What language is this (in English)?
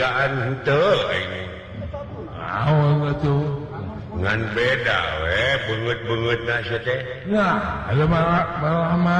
Sundanese